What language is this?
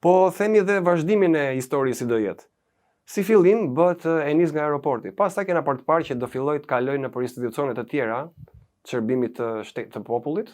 Albanian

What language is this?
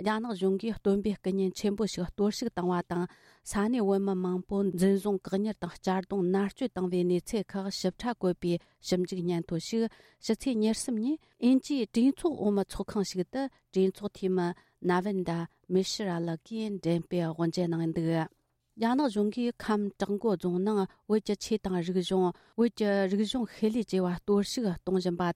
Tibetan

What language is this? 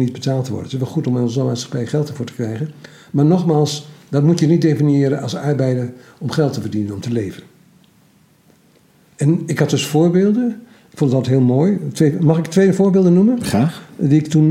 Dutch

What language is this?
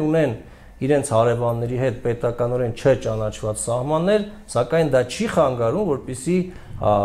Armenian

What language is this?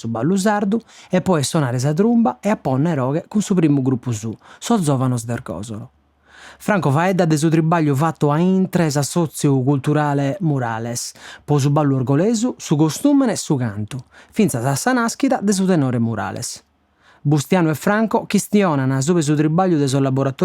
Sardinian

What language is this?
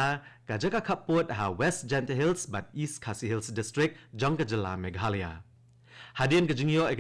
Khasi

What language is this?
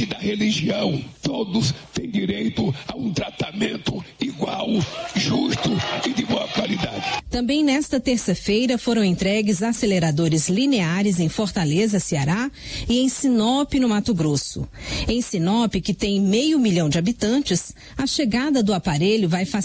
Portuguese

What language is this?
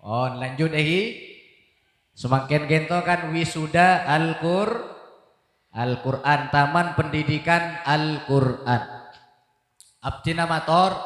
Madurese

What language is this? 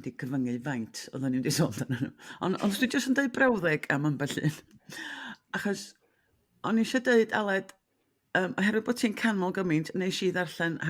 Welsh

